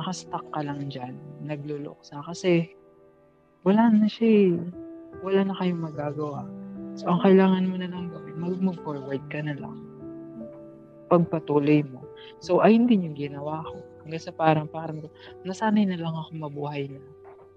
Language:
Filipino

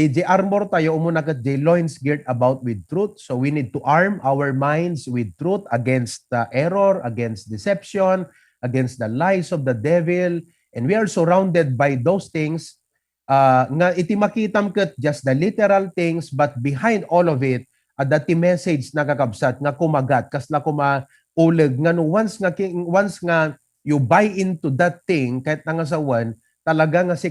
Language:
Iloko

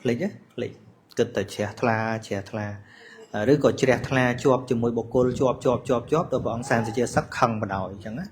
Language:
Khmer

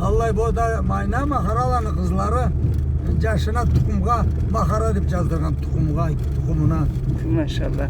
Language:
Karachay-Balkar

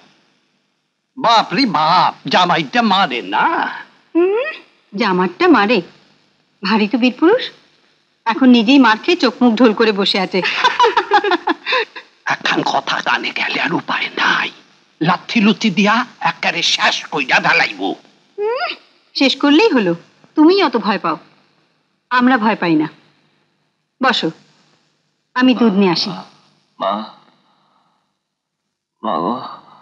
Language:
Bangla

